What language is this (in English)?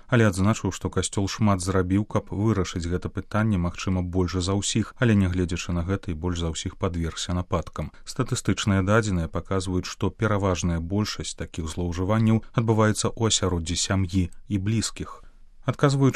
Belarusian